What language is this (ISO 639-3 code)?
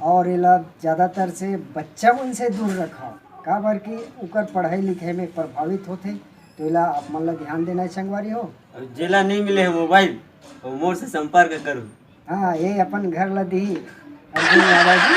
hne